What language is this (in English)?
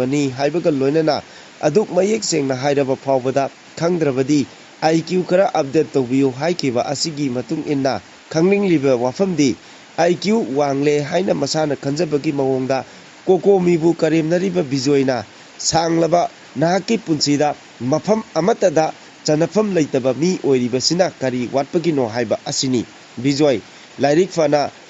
Manipuri